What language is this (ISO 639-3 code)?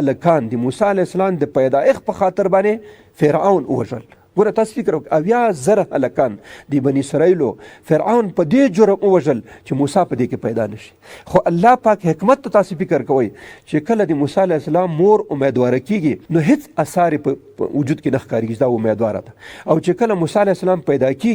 pus